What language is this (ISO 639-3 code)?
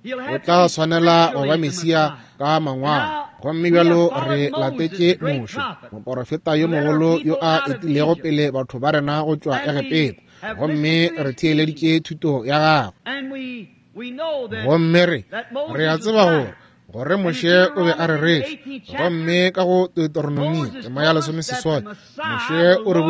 nso